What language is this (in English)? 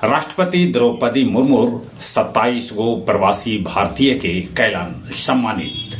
Magahi